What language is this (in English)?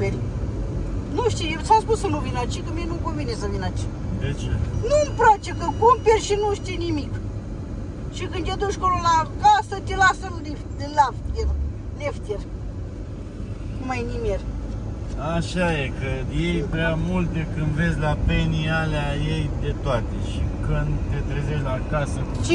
Romanian